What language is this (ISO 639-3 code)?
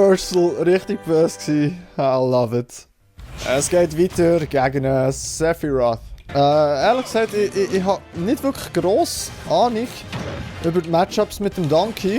gsw